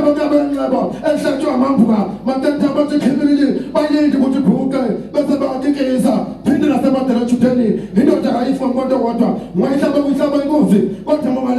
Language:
Zulu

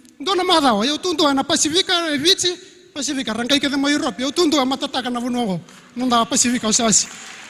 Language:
Fijian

